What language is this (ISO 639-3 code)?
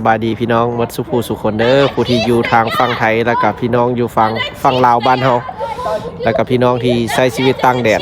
lao